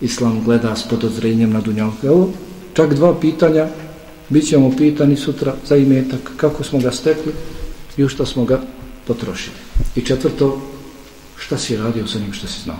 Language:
Bosnian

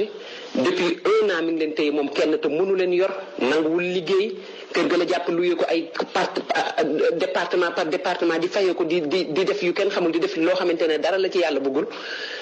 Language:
Wolof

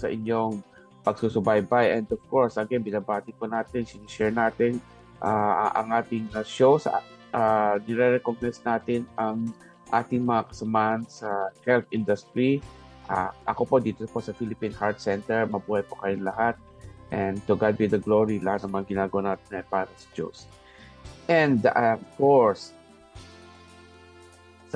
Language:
Filipino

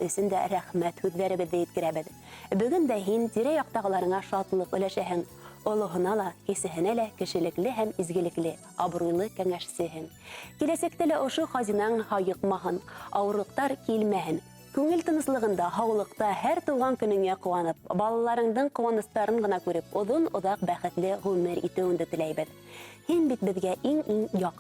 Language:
Bashkir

